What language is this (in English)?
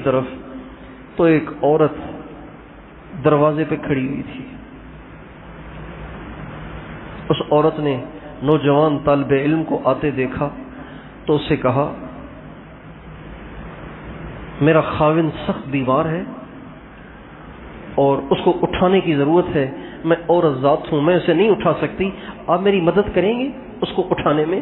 Urdu